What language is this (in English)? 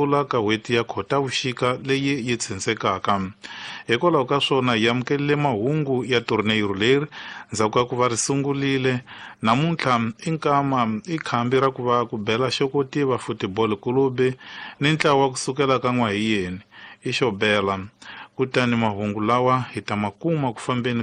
Tsonga